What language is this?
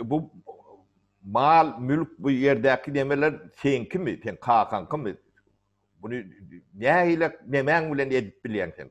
Turkmen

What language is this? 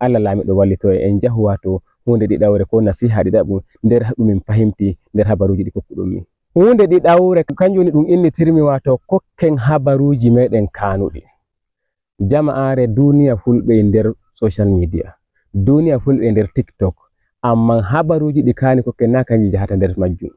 Fula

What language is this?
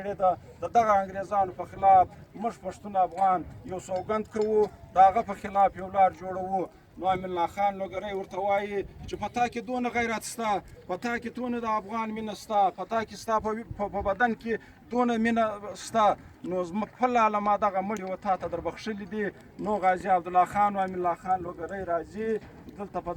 Pashto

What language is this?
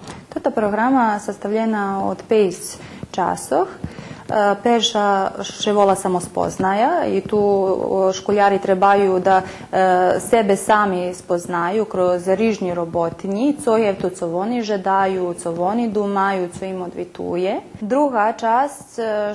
Rusyn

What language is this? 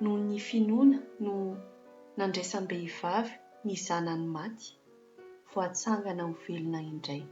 Malagasy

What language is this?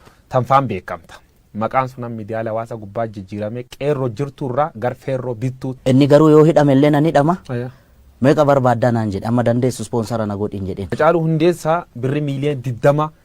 Oromo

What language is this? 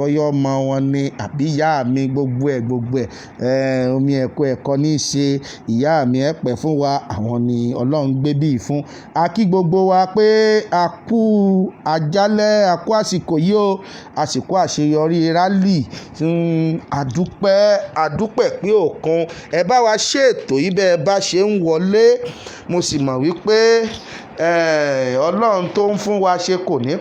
Yoruba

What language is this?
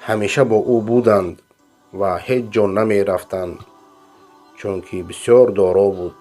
Persian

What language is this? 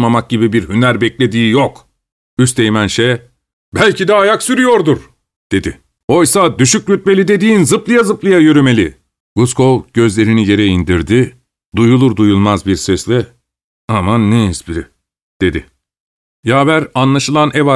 Turkish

